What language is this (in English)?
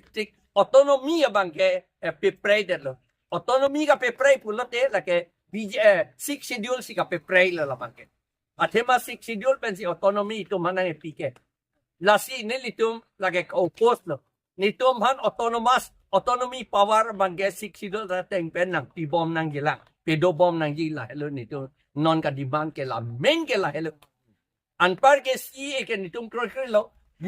Karbi